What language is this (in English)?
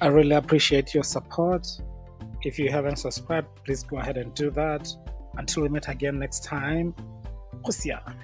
Tswana